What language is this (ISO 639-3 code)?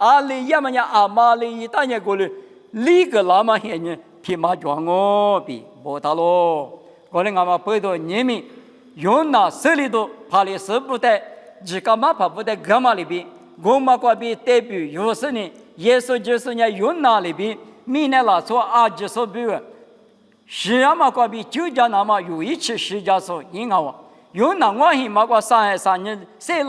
lis